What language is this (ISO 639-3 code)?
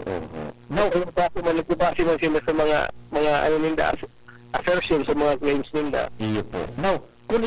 bik